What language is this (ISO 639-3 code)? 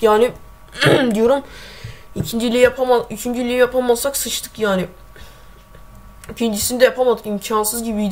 tur